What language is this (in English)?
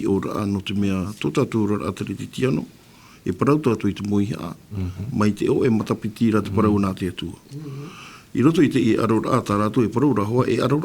Tahitian